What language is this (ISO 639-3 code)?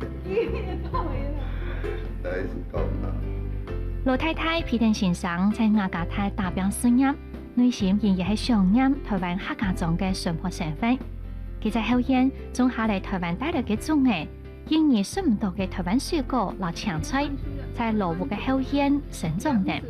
hak